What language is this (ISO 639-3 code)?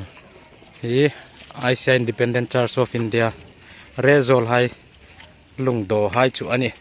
hmr